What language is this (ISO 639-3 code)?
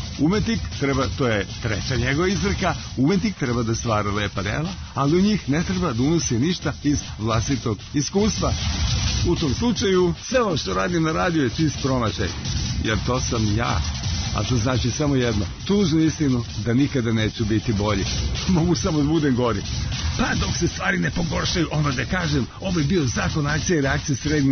srp